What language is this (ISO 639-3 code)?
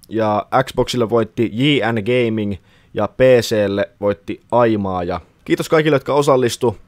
fin